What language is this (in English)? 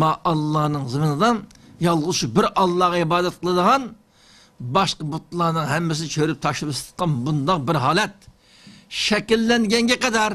Uyghur